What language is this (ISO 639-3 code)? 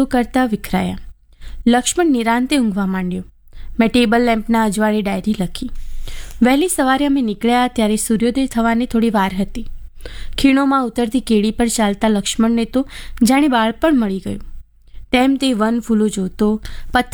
guj